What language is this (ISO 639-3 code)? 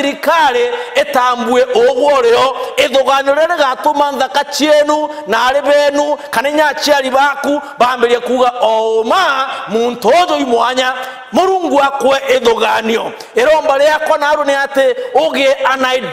mer